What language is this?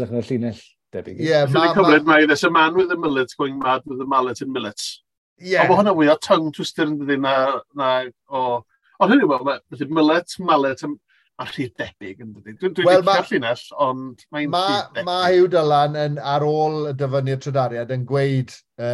Welsh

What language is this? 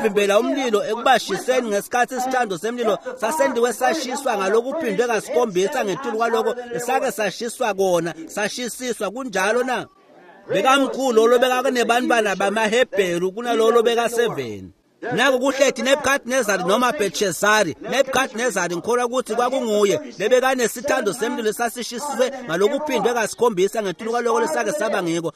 Swati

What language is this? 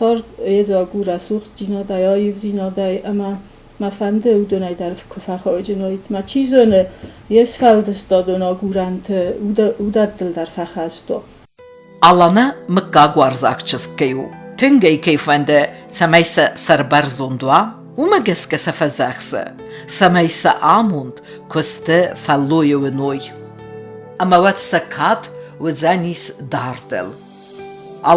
Ossetic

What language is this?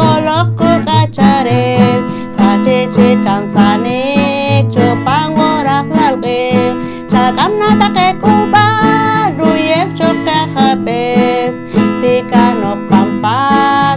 Poqomchi'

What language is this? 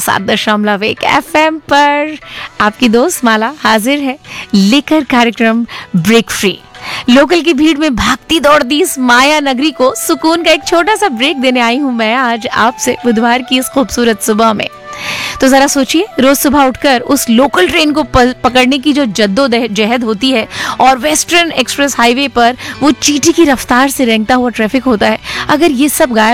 Hindi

